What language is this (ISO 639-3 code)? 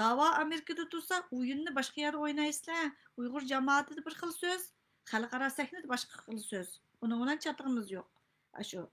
uig